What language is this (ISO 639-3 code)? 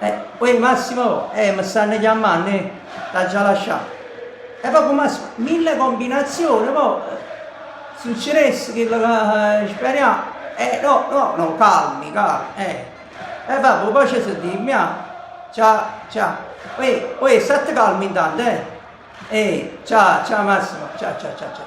nap